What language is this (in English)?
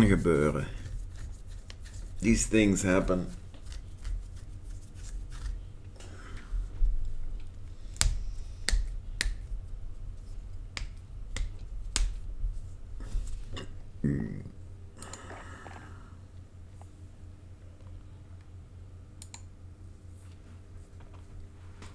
Dutch